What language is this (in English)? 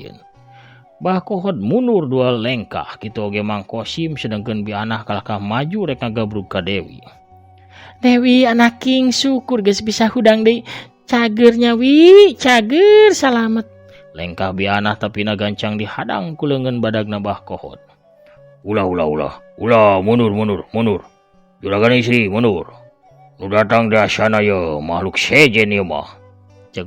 Sundanese